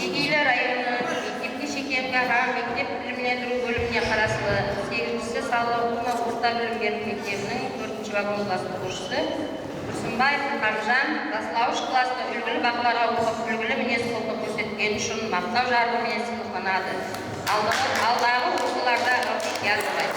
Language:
Kara-Kalpak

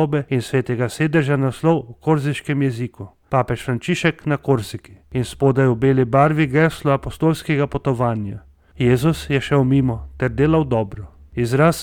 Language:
Slovenian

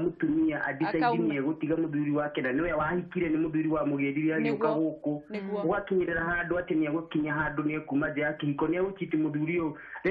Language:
Kikuyu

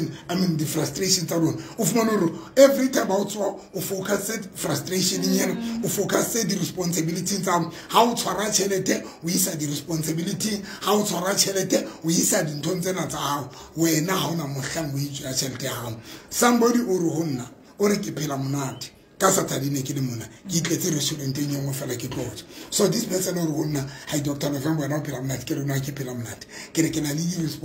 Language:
Tswana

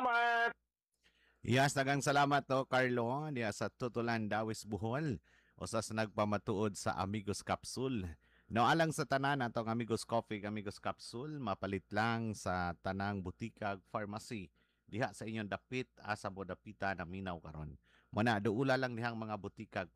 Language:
Cebuano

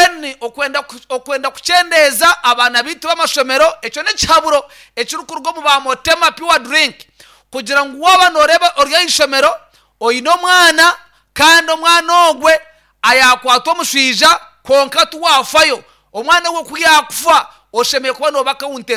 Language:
Nyankole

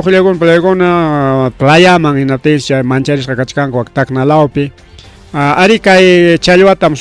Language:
Ayacucho Quechua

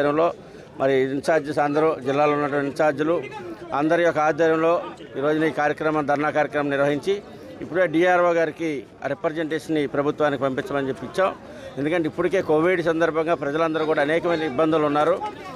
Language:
Telugu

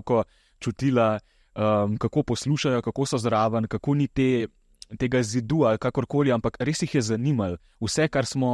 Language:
Slovenian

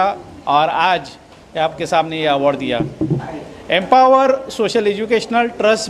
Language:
Hindi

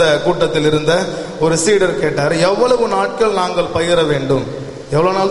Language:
Tamil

